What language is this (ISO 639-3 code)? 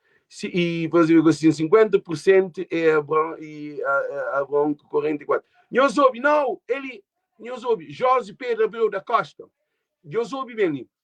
kea